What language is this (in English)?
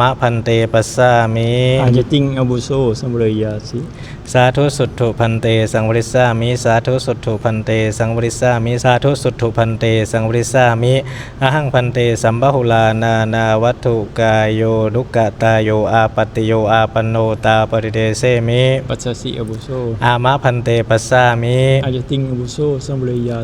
Pali